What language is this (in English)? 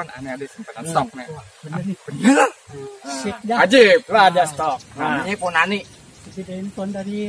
Betawi